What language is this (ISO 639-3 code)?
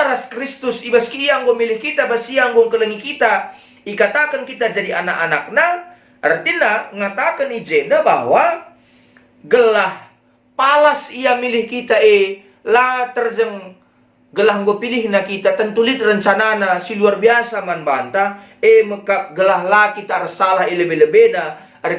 btx